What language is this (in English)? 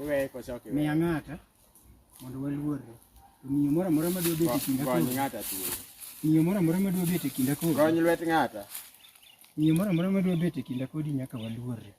Luo (Kenya and Tanzania)